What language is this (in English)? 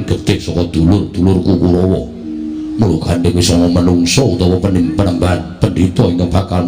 Javanese